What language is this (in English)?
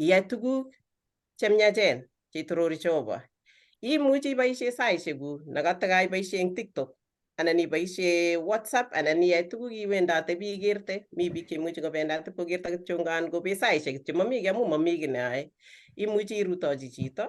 Kalenjin